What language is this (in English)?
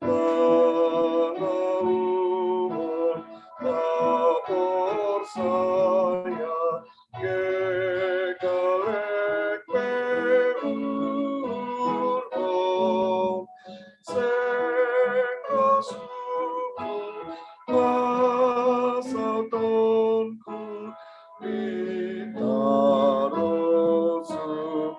Batak Simalungun